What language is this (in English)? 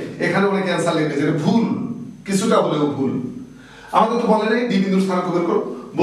Bangla